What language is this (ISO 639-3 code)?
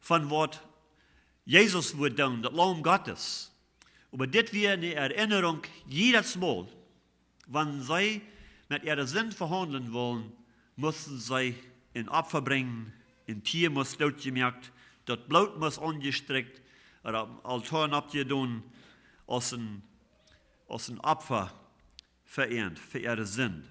pdt